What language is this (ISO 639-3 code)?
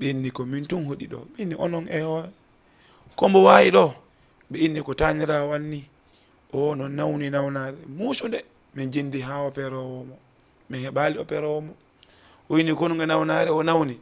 ful